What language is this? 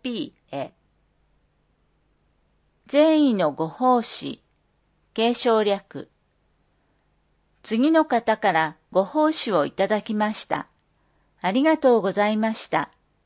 Japanese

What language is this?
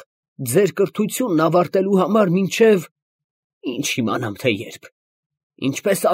Armenian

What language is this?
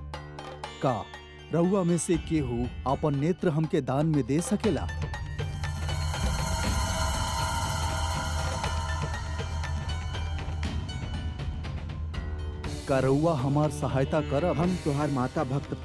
Bhojpuri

